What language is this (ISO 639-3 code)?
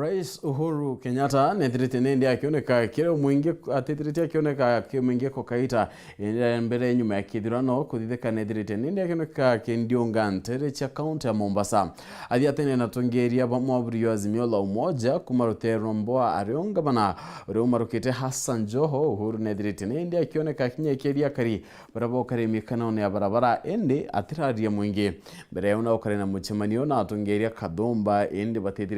mer